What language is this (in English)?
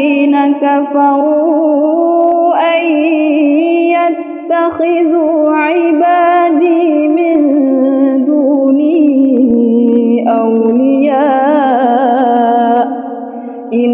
Arabic